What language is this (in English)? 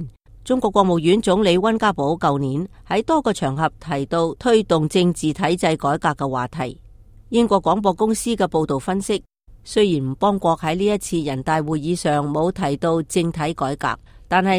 Cantonese